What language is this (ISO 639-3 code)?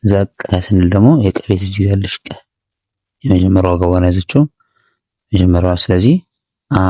amh